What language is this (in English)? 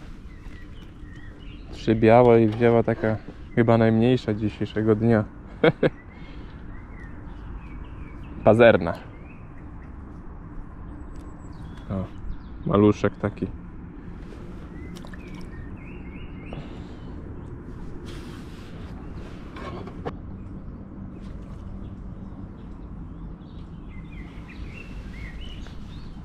Polish